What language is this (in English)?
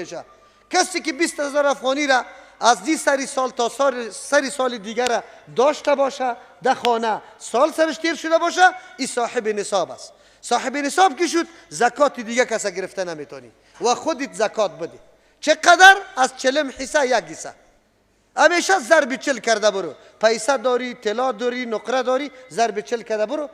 Persian